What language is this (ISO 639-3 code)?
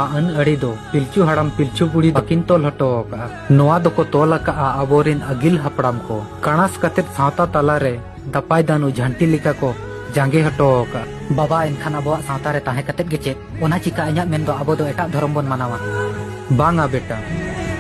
sat